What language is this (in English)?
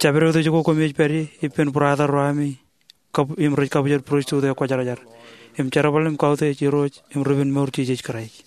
Marshallese